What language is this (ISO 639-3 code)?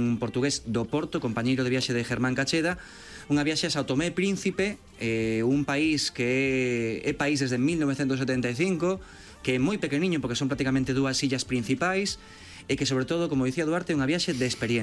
glg